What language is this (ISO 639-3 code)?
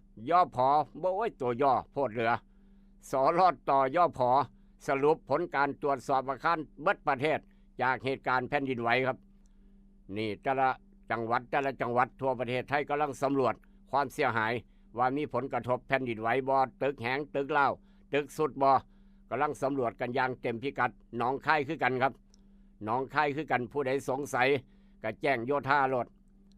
tts